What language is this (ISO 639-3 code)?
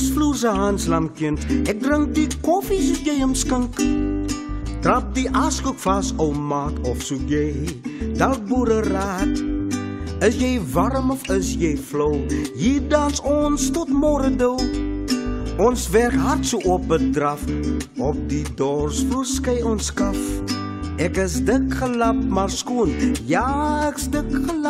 afr